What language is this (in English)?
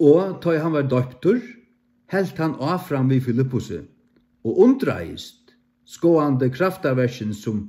Faroese